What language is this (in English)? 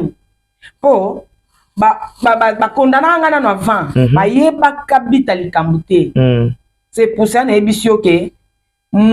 Lingala